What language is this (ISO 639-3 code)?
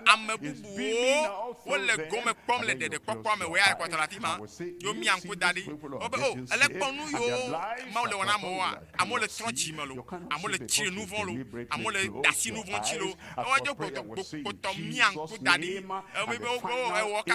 ewe